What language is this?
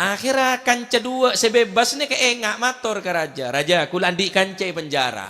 Madurese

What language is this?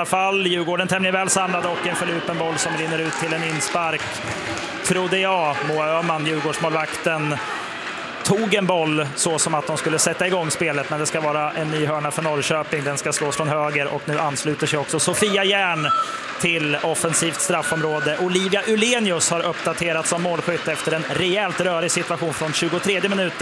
Swedish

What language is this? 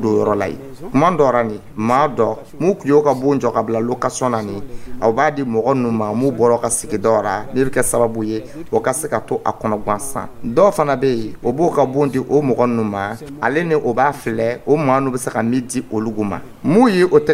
Dyula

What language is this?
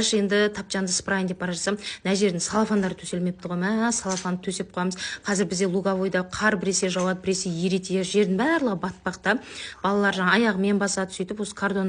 Kazakh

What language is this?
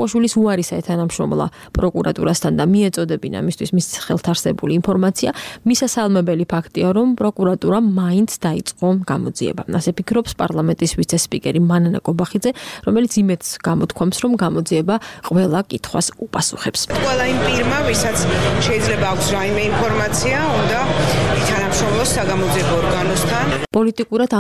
Georgian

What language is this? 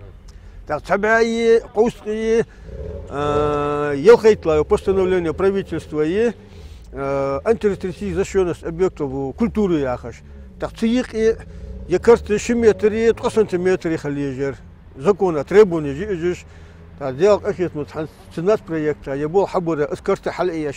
Ingush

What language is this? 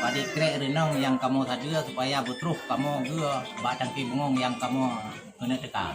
Achinese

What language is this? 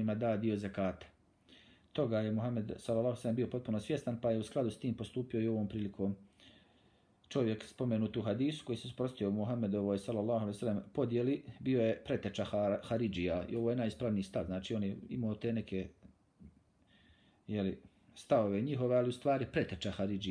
Bosnian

